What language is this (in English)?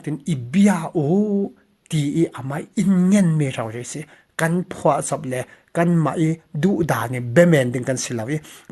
Falam Chin